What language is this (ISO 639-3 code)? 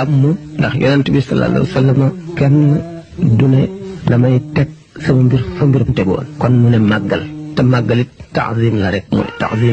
wol